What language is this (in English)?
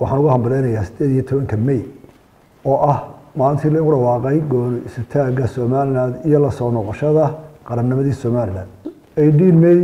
Somali